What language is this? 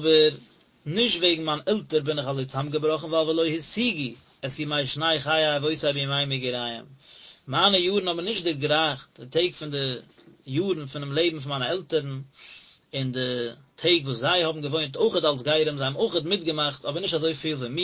Yiddish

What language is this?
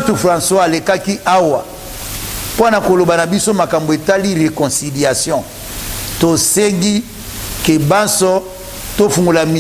Lingala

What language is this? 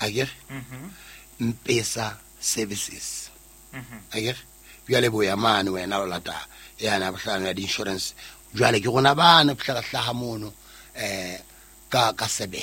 Southern Sotho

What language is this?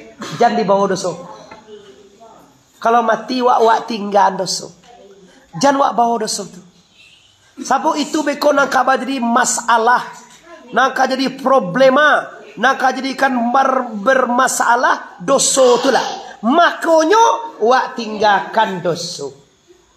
Minangkabau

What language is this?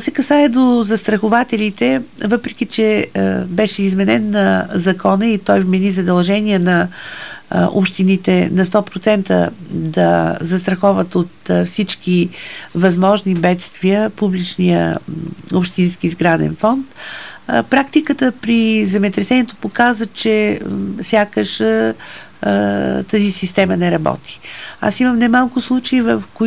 Bulgarian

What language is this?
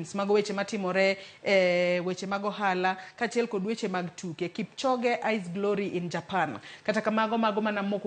Luo (Kenya and Tanzania)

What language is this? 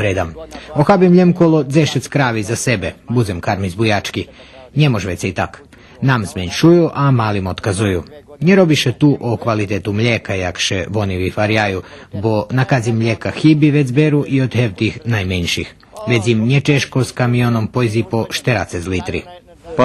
Rusyn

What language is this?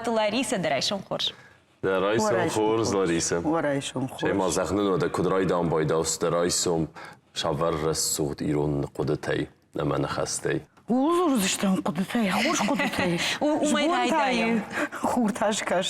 Ossetic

